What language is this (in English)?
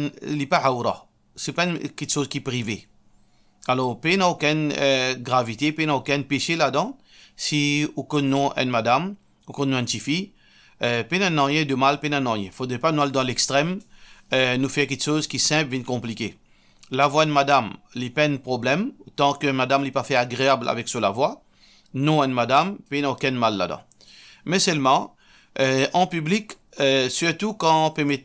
Morisyen